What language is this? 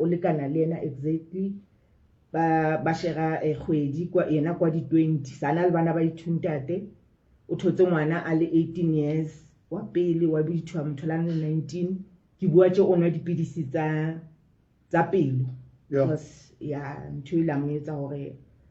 Southern Sotho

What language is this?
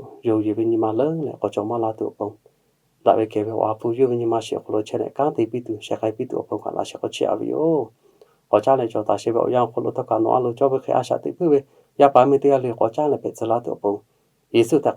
Lahu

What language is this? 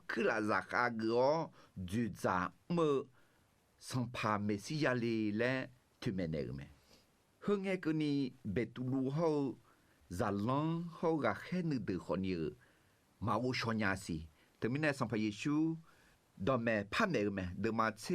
Akha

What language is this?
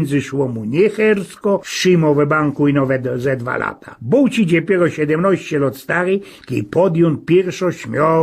Silesian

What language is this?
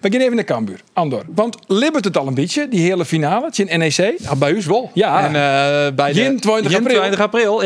Western Frisian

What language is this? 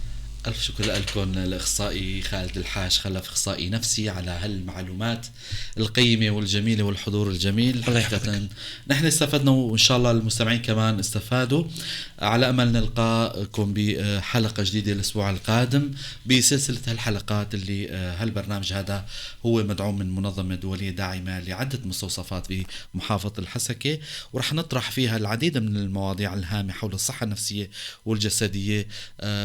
North Levantine Arabic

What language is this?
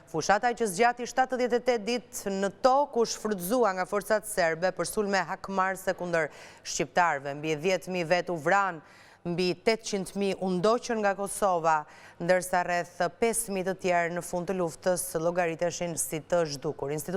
Albanian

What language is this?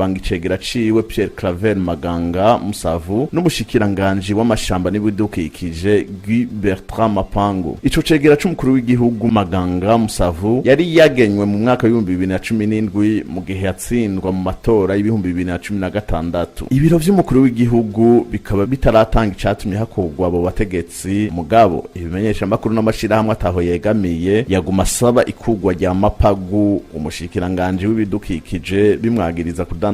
Rundi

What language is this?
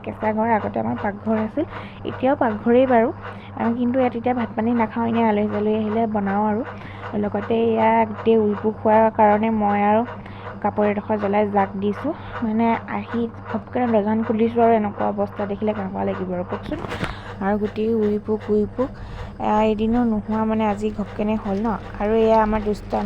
Assamese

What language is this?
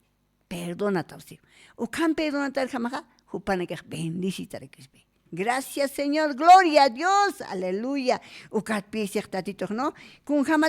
Aymara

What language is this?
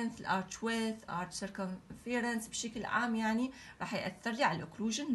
Mesopotamian Arabic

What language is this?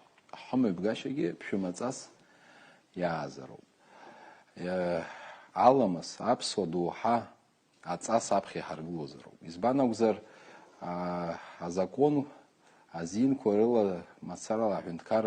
Abkhazian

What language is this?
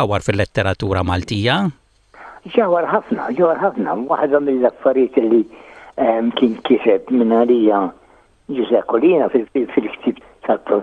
Maltese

